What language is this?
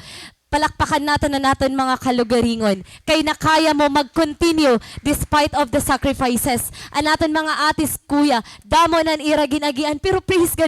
Waray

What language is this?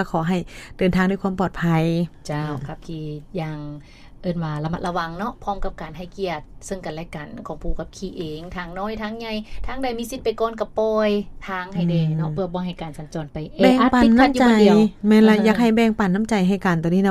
Lao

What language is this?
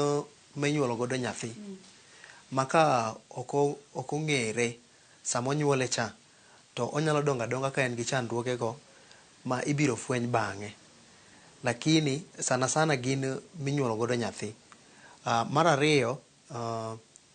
Luo (Kenya and Tanzania)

